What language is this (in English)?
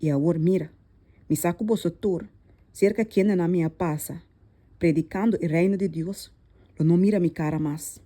Papiamento